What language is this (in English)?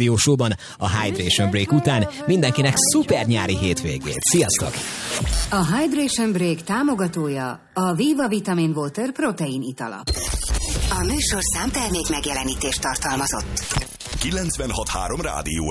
Hungarian